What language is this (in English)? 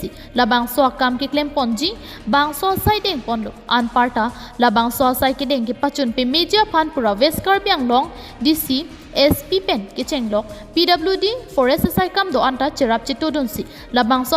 Karbi